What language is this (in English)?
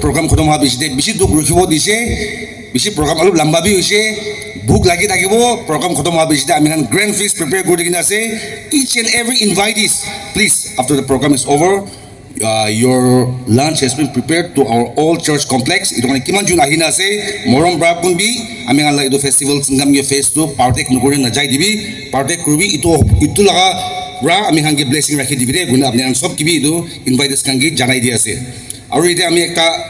Naga Pidgin